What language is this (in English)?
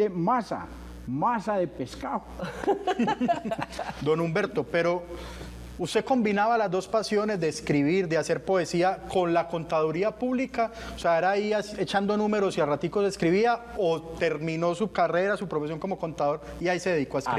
Spanish